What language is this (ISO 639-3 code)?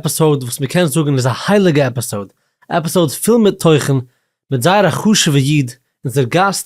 yid